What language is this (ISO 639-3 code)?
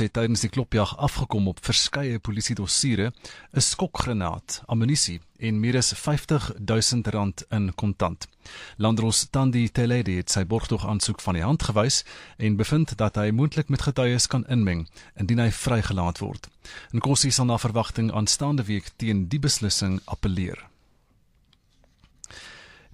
afr